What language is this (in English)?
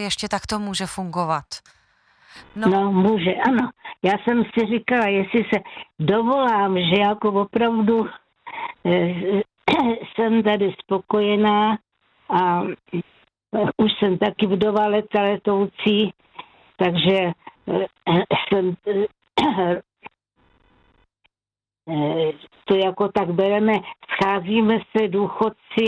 Czech